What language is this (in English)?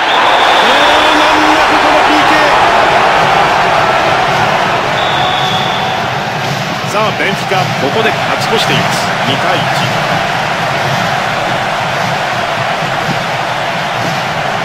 Japanese